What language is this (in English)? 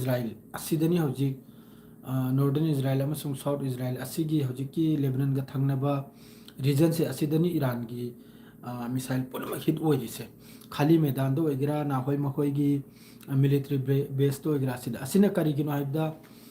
Manipuri